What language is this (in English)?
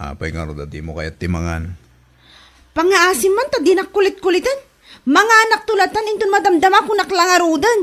Iloko